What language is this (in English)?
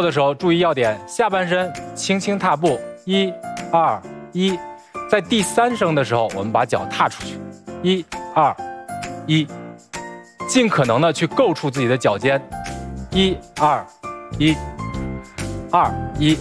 Chinese